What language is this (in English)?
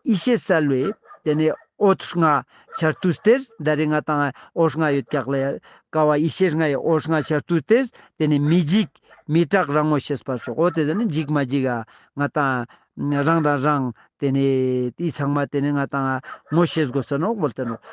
Ladakhi